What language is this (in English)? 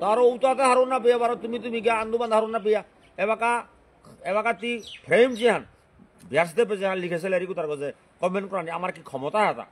Bishnupriya